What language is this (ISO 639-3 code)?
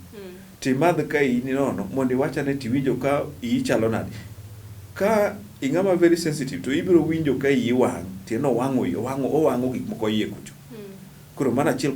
luo